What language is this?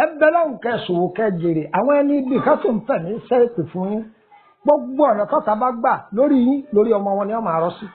Yoruba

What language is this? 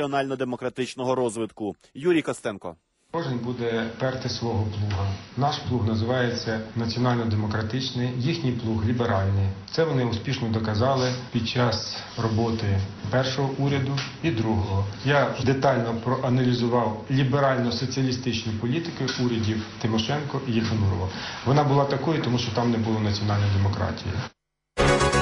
Ukrainian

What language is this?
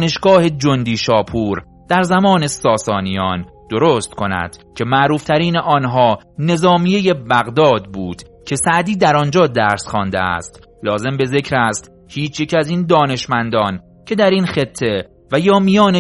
Persian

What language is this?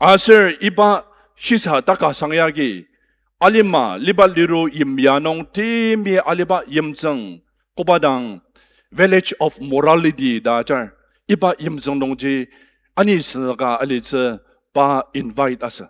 Ao Naga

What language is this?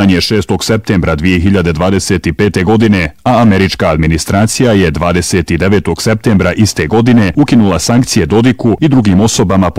Bosnian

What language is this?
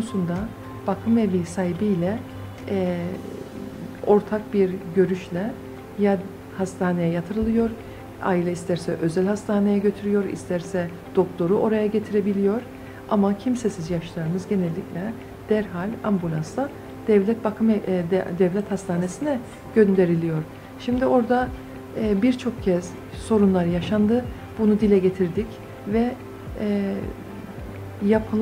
Turkish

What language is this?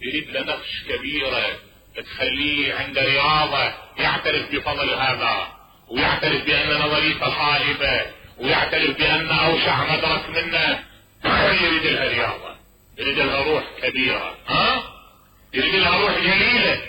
Mesopotamian Arabic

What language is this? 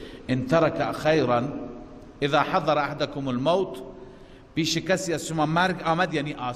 Persian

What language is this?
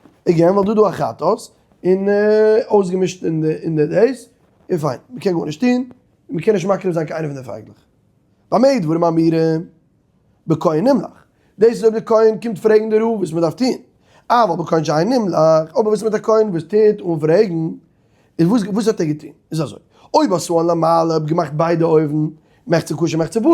Yiddish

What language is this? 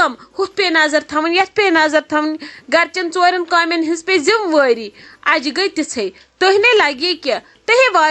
Kashmiri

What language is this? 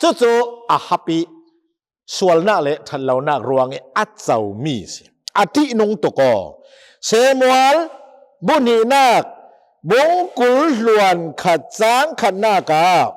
Hakha Chin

